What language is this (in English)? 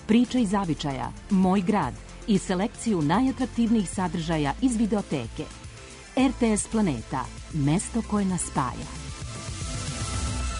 Serbian